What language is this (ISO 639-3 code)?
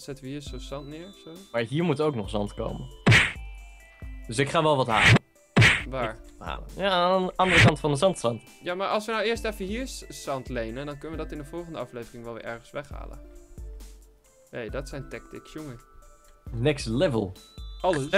nld